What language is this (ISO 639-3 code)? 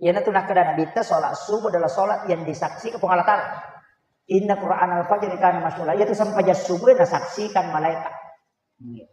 bug